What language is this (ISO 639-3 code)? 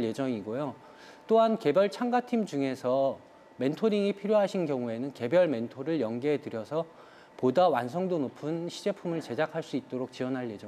kor